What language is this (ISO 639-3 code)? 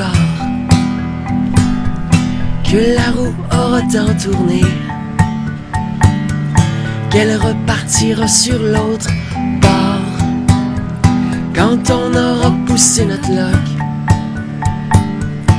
fra